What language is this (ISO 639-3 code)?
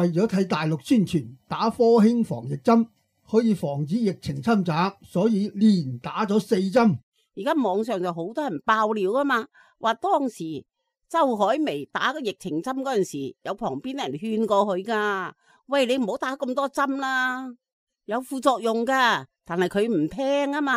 yue